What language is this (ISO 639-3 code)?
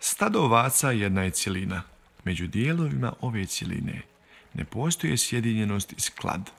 bos